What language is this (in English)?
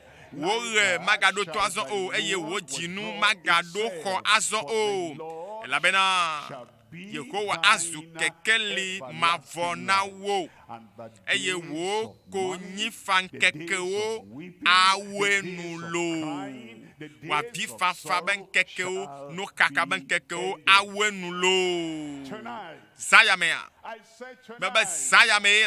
Ewe